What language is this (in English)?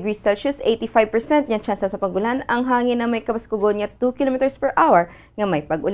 Hiligaynon